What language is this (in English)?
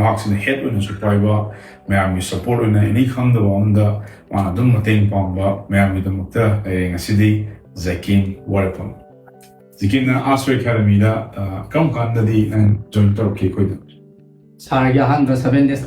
Manipuri